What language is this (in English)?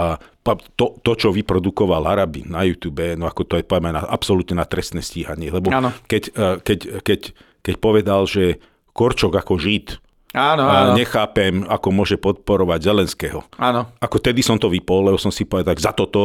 Slovak